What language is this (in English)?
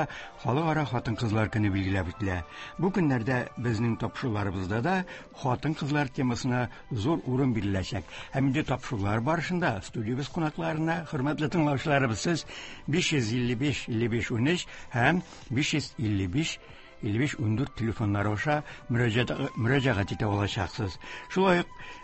Tatar